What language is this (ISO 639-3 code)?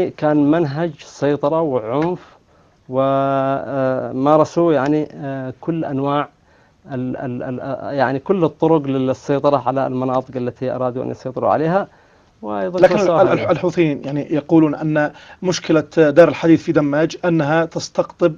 ara